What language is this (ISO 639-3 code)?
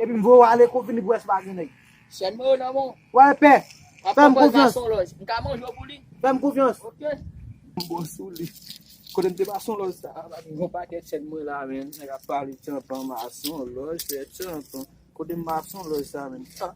hat